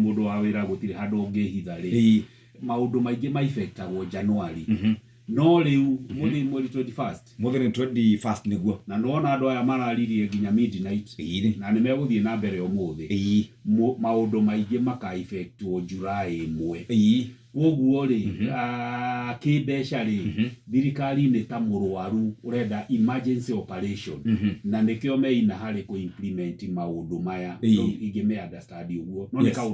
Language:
Kikuyu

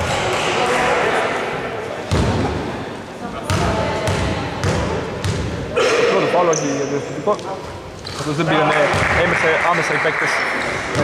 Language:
Greek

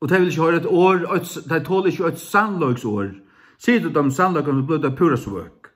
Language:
Faroese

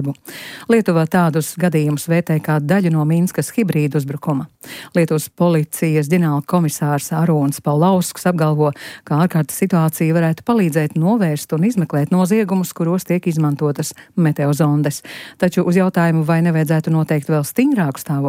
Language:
Latvian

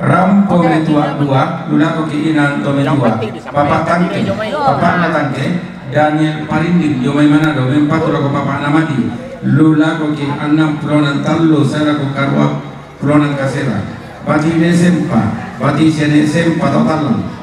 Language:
Toraja-Sa'dan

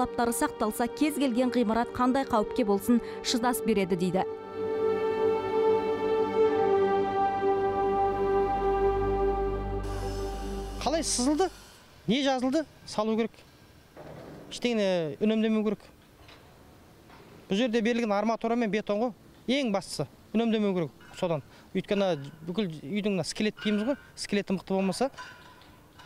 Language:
Kazakh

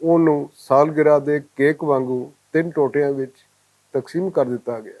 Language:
Western Panjabi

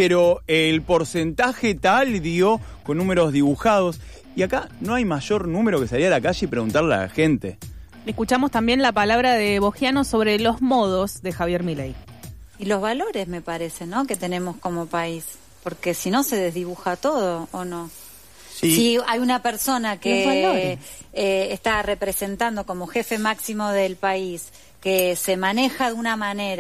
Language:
Spanish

